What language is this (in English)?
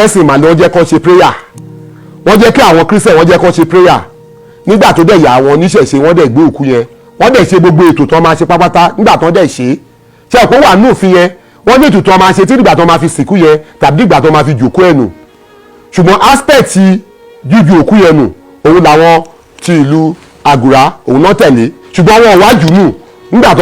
Yoruba